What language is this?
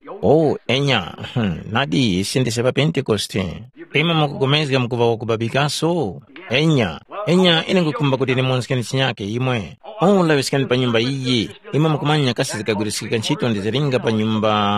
Tumbuka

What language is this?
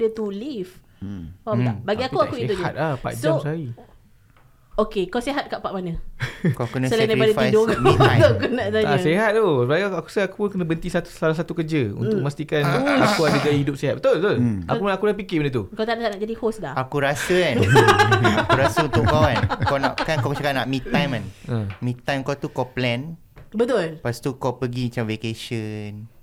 Malay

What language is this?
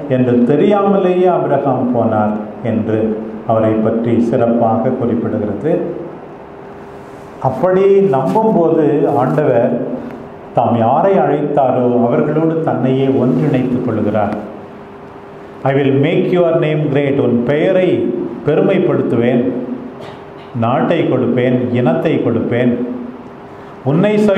Tamil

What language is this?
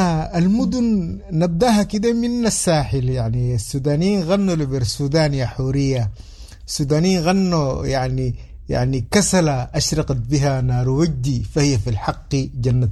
Sudanese Arabic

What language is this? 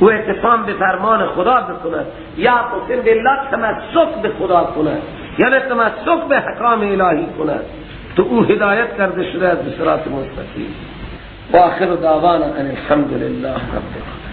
Persian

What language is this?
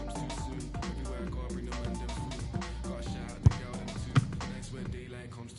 English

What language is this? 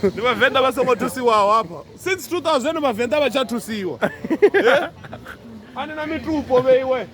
Venda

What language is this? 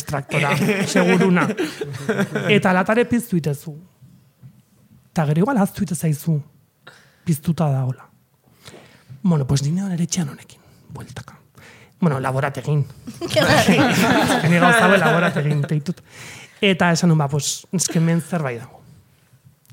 Basque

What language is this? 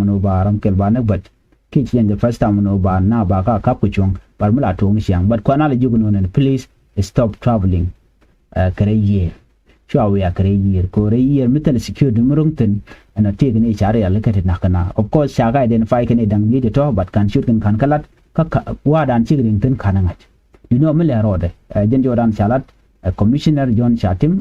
Nuer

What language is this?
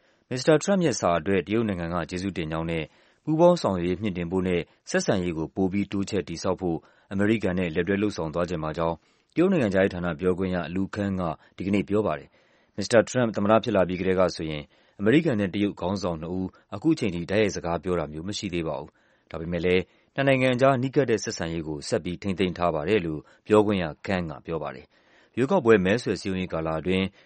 Burmese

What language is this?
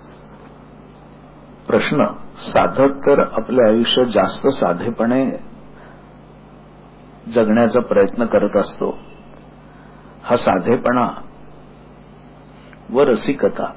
Marathi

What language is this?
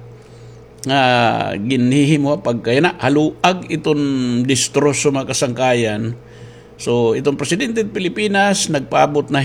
Waray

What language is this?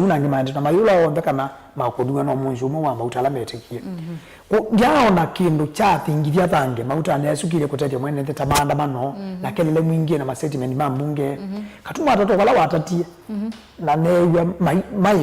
Kamba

